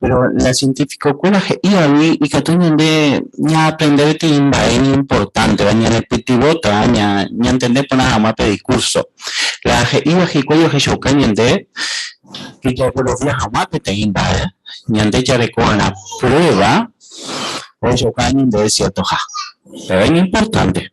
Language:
Guarani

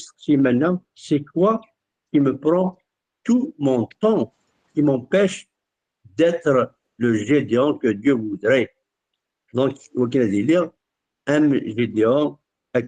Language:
Kabyle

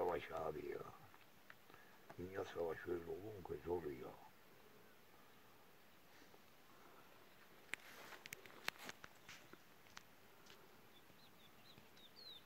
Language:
Turkish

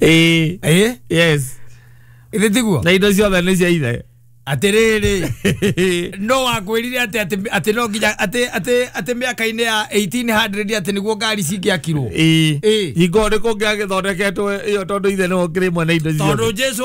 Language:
Kikuyu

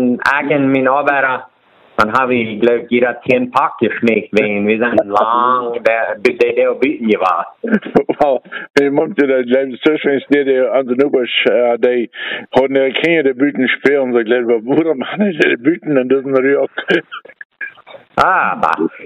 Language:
German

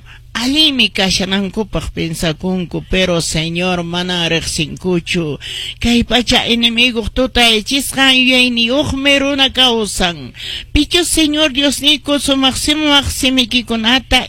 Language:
Quechua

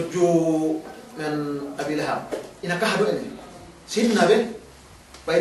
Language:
Yakan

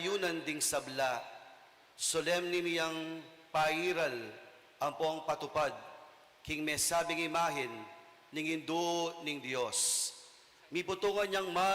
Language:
Pampanga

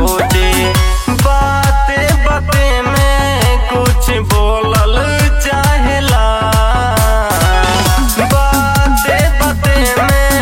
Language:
Bhojpuri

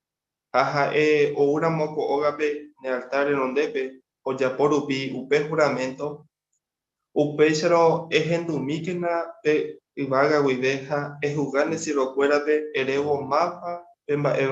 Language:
Guarani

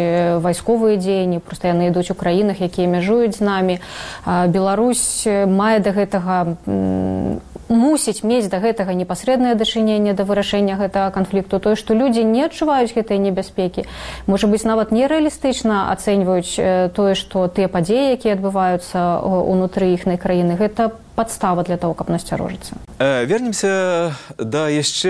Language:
Belarusian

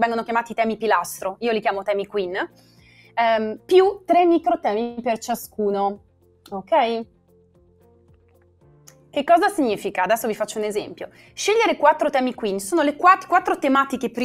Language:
Italian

